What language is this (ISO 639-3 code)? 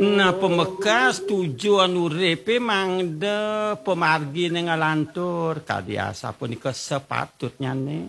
ban